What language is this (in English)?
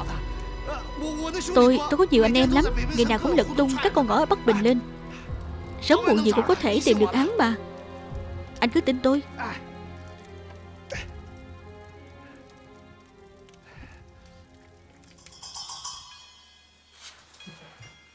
Vietnamese